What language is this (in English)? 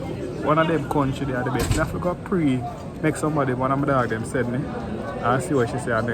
Jamaican Creole English